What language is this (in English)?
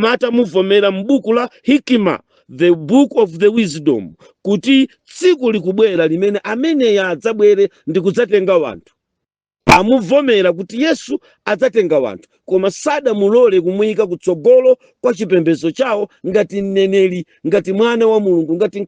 Nyanja